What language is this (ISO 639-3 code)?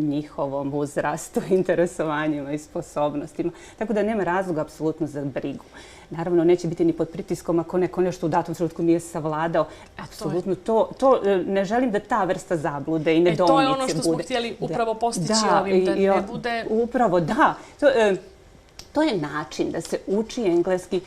bos